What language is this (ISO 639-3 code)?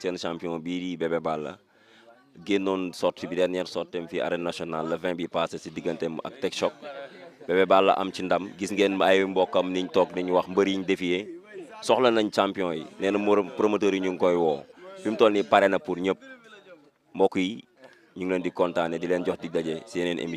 wol